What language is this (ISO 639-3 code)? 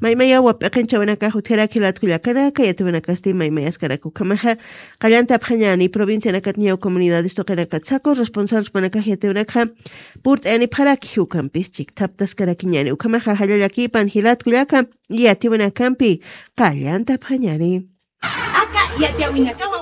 aym